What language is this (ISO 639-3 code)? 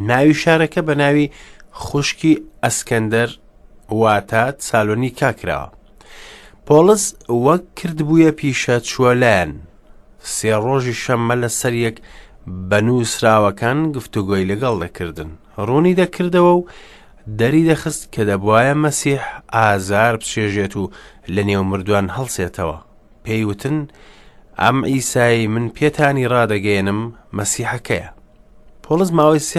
ckb